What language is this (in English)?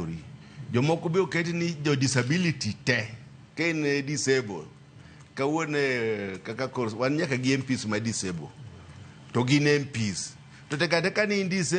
Luo (Kenya and Tanzania)